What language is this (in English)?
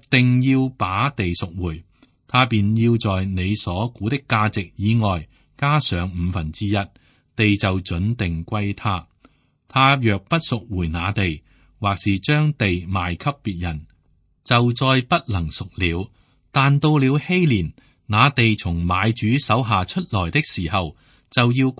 Cantonese